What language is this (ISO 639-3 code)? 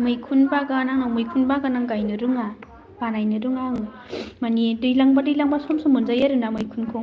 brx